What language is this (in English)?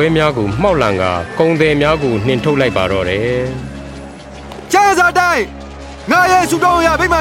Burmese